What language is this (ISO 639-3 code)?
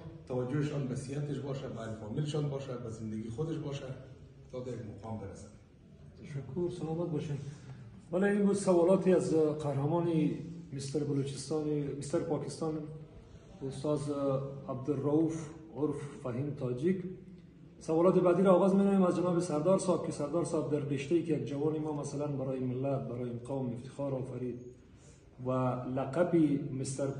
fas